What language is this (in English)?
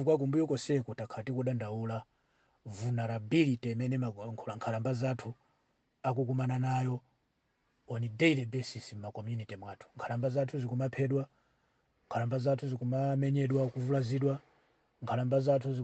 Nyanja